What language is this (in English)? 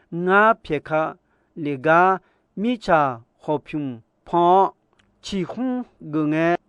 Akha